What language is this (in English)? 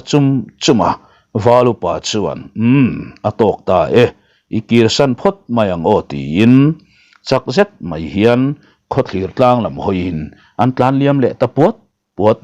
Mizo